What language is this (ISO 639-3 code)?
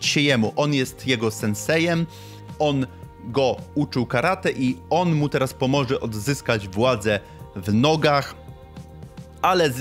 pol